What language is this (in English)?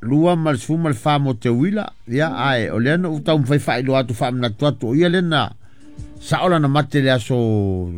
Samoan